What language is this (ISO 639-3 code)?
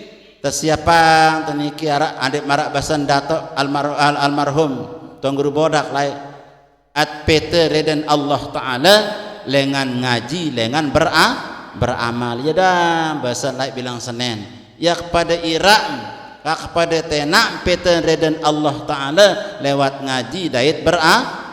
sas